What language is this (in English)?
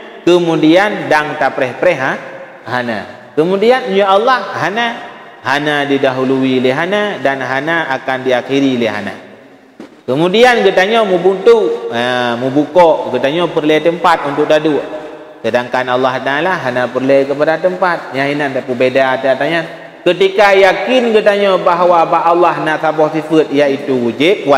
Achinese